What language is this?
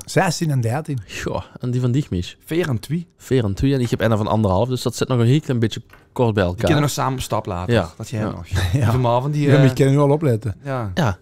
Limburgish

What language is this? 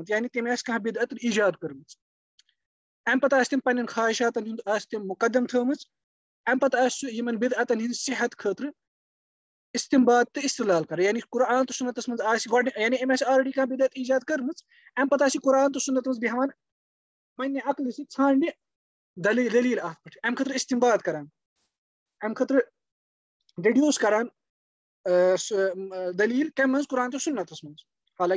Kashmiri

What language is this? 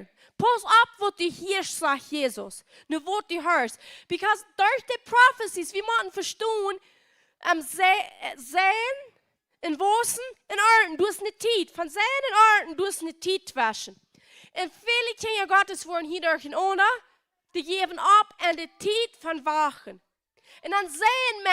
Plautdietsch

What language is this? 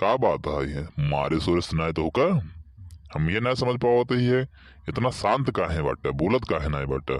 Awadhi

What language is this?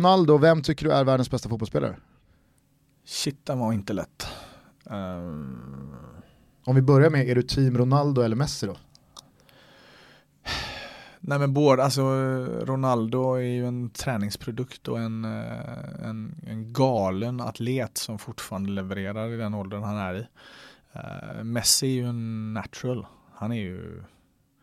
Swedish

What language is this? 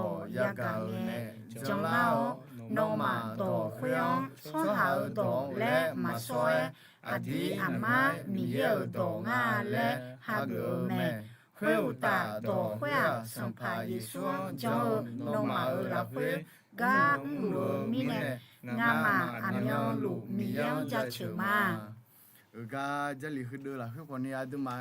Akha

